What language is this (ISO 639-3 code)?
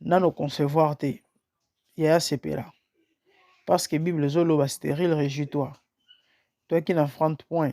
lin